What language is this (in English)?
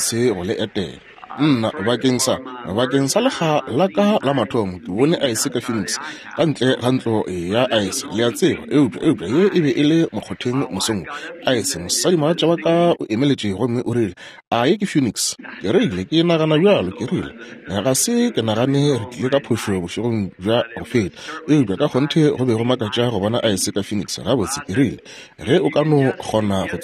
Northern Sotho